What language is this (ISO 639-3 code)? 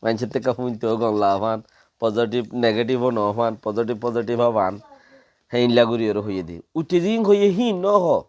rhg